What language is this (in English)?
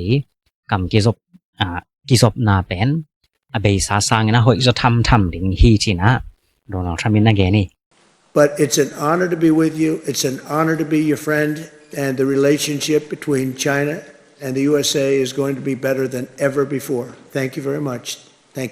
Tedim Chin